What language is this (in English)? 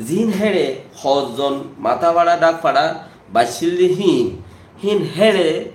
Rohingya